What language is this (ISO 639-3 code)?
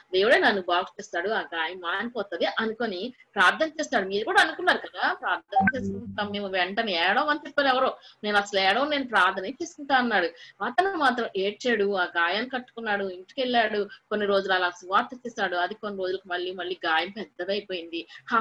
tel